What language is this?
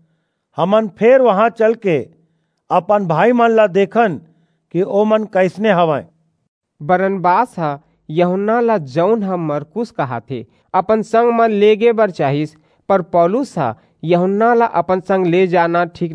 Chhattisgarhi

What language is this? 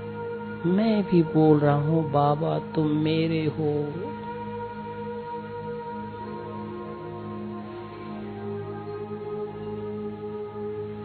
Hindi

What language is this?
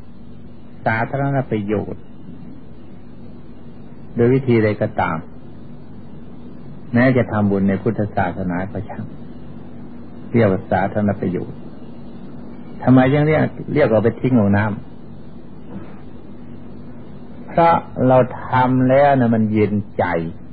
Thai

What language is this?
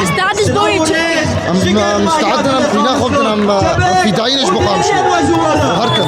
Kurdish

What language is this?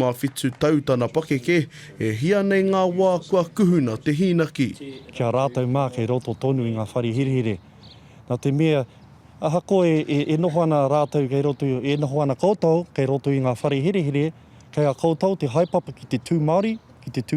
Māori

